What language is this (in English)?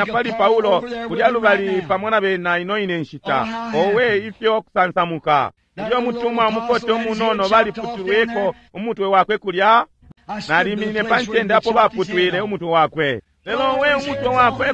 Bemba